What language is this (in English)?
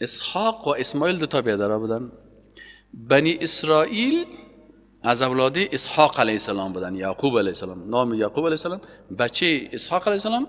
Persian